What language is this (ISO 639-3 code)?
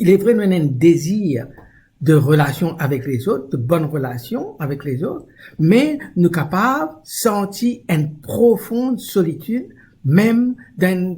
mfe